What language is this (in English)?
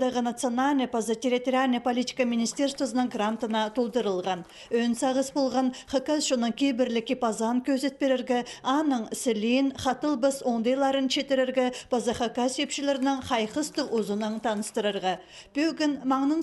Khakas